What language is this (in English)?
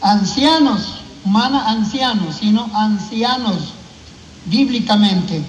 Chimborazo Highland Quichua